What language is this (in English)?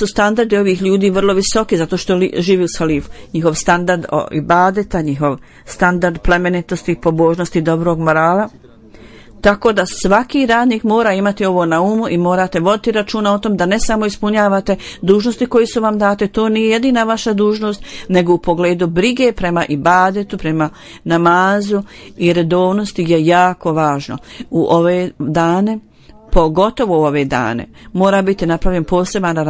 Bosnian